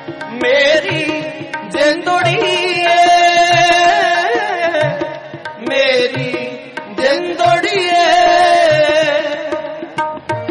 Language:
Punjabi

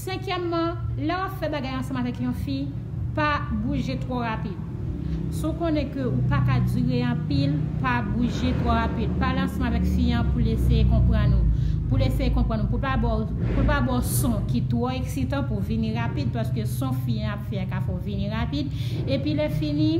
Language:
Haitian Creole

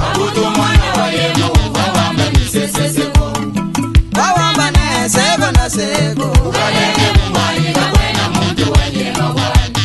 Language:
Luba-Lulua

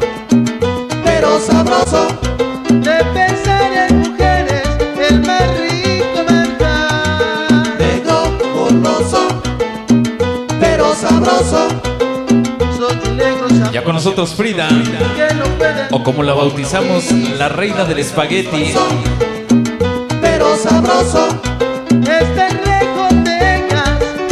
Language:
Spanish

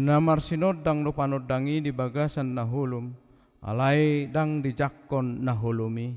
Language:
Batak Toba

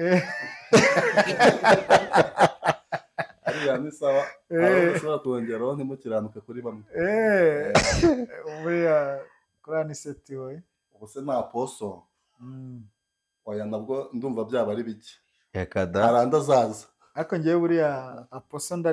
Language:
Kinyarwanda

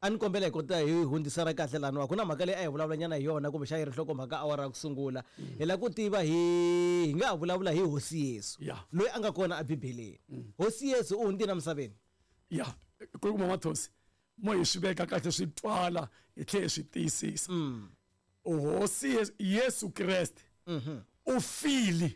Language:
Tsonga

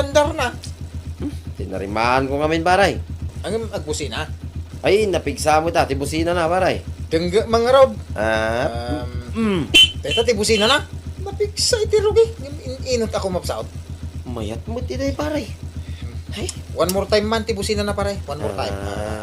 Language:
Iloko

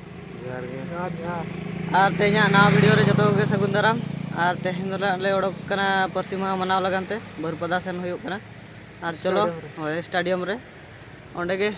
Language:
Santali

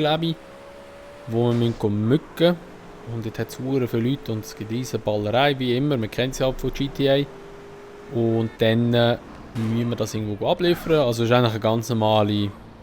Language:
Swiss German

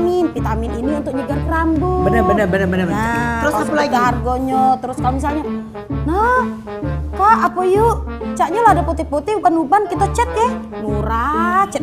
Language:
Musi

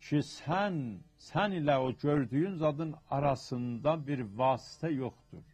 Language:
South Azerbaijani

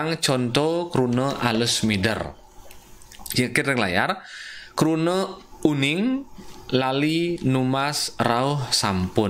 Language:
Balinese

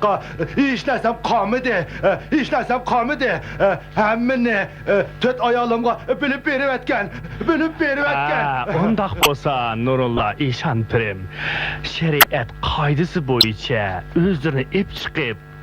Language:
Uyghur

